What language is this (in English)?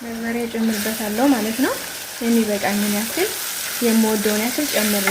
Amharic